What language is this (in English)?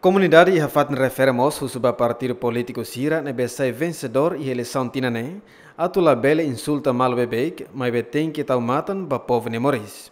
Tetum